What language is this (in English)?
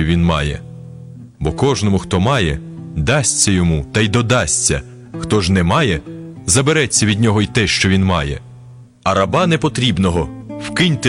Ukrainian